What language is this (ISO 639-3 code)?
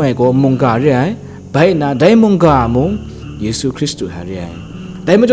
kac